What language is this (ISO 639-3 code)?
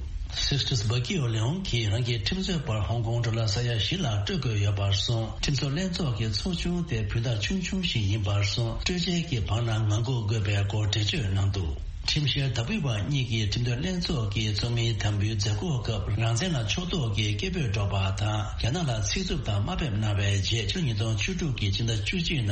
bod